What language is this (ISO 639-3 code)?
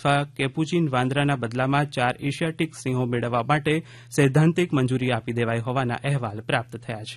guj